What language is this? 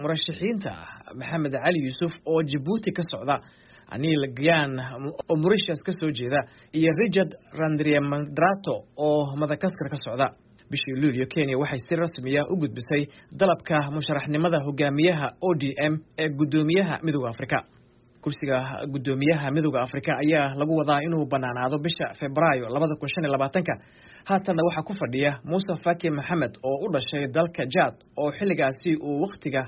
Somali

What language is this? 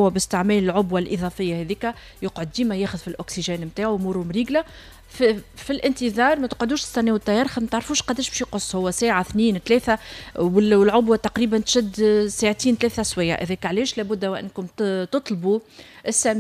Tunisian Arabic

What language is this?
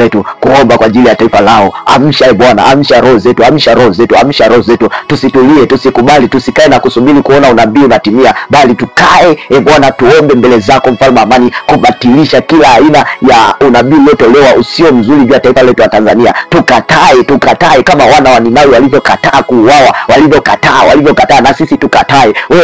Swahili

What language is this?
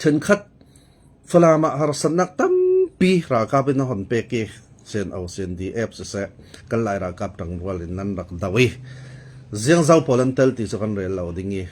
Falam Chin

